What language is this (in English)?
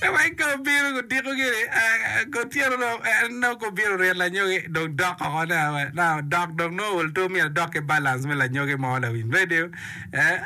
Acoli